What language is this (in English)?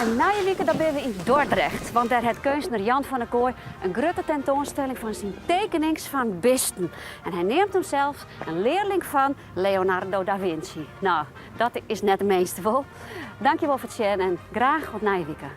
Western Frisian